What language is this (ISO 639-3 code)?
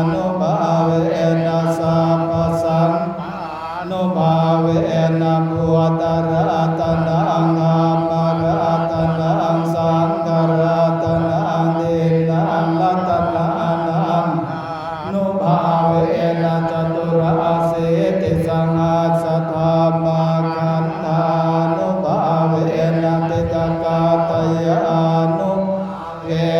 pli